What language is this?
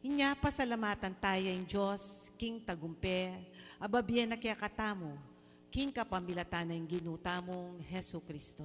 Pampanga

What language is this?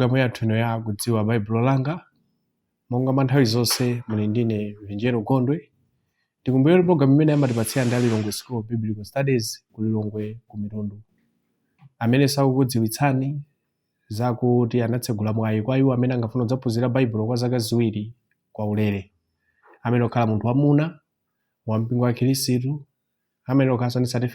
Nyanja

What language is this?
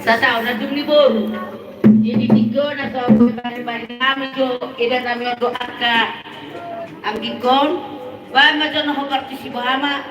Batak Toba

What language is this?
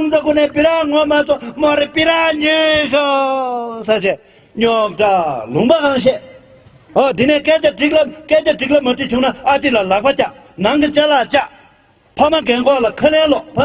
Tibetan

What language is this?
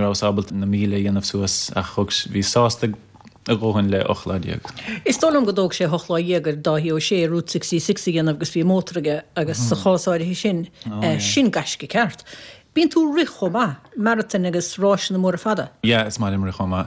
Irish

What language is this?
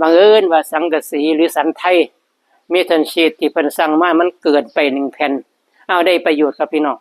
Lao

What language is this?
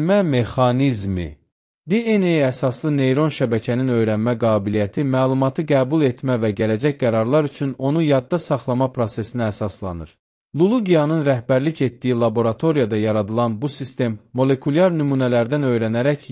Azerbaijani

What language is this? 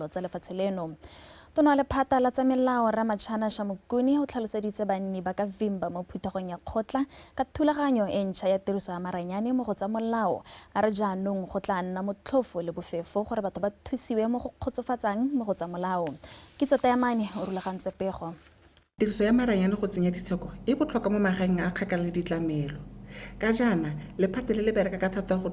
Tswana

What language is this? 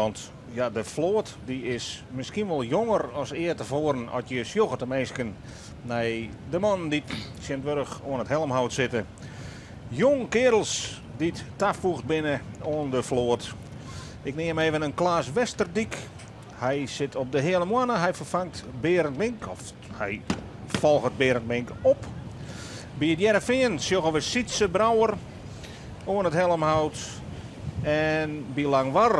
Western Frisian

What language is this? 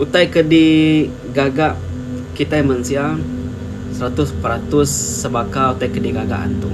Iban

